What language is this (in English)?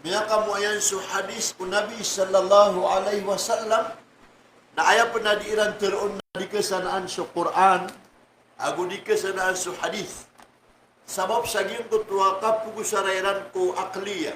Maranao